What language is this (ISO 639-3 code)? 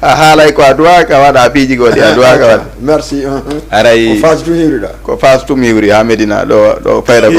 ful